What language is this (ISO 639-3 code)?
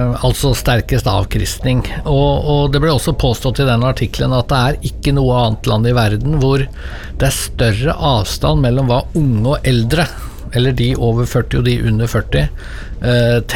nor